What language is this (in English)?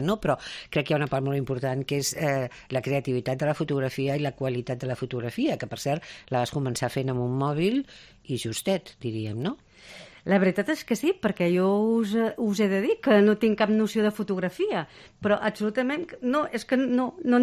Catalan